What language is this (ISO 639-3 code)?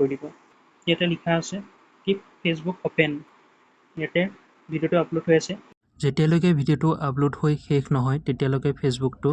asm